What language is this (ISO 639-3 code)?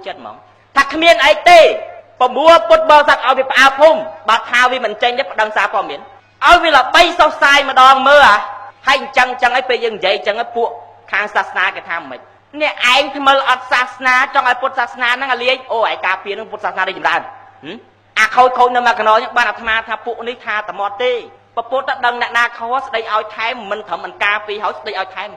khm